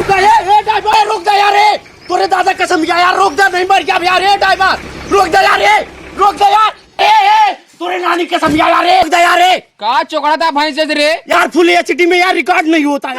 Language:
Awadhi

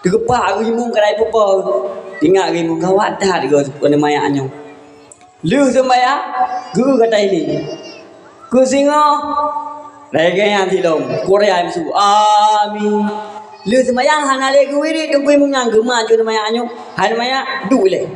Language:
Achinese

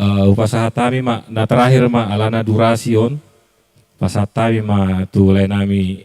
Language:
Batak Toba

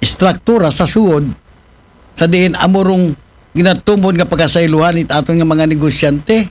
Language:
Aklanon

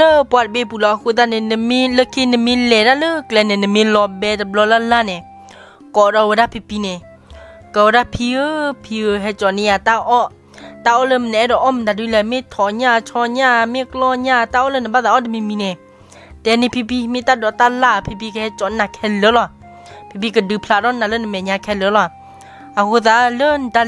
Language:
S'gaw Karen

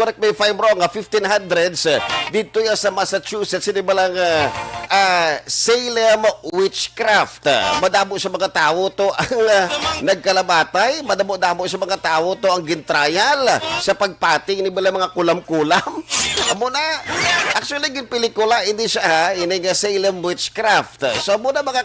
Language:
Hiligaynon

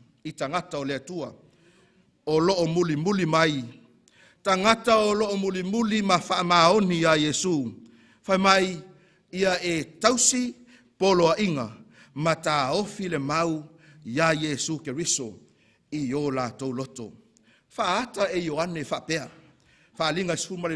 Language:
Samoan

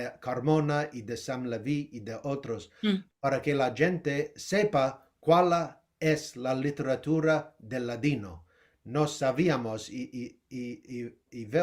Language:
Ladino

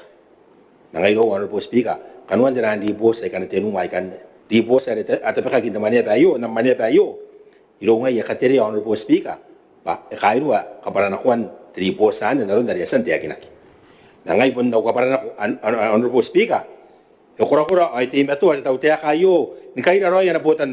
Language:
Gilbertese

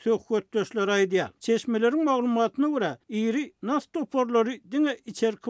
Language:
Turkmen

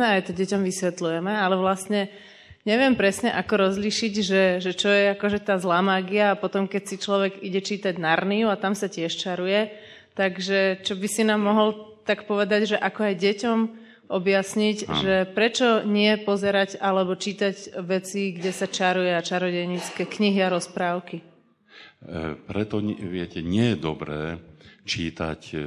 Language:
Slovak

